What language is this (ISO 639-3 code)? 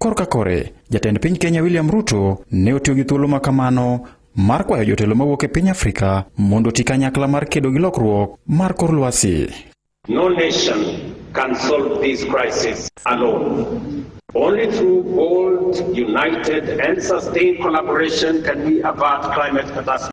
luo